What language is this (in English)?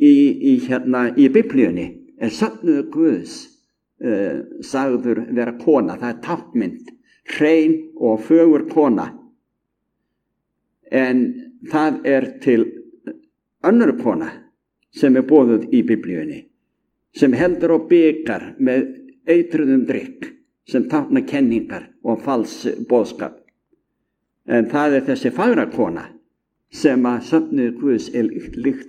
Icelandic